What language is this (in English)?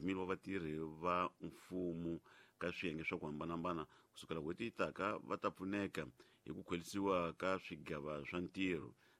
Tsonga